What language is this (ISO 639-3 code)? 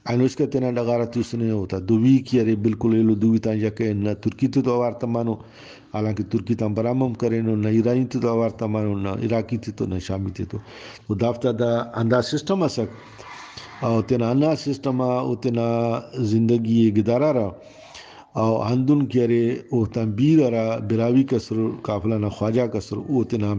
brh